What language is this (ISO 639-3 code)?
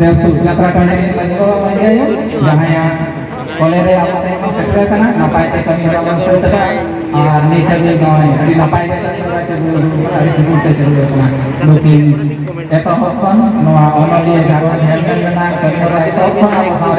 sat